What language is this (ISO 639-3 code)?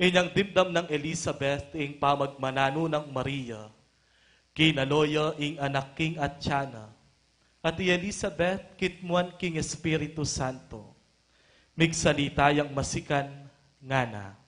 pam